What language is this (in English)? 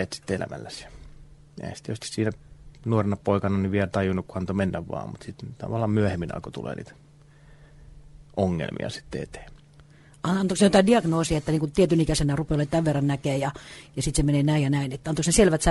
Finnish